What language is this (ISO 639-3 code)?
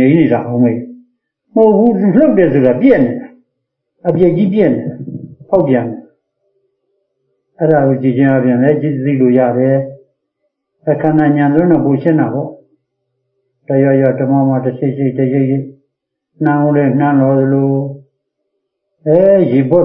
mya